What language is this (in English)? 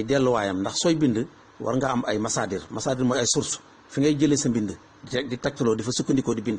Wolof